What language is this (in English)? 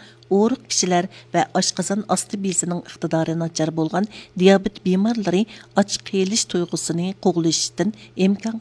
Uyghur